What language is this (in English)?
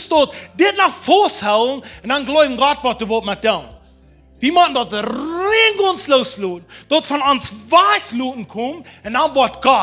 Plautdietsch